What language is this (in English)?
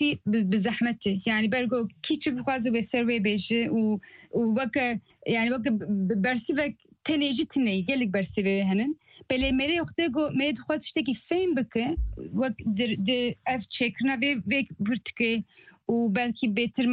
Kurdish